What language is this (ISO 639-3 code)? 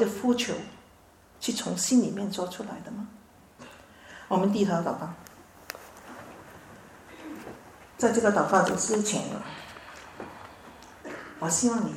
zho